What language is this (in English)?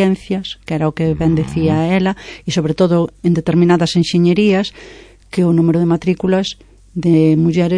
Galician